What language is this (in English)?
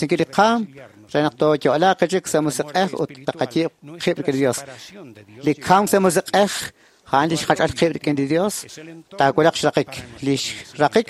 Kekchí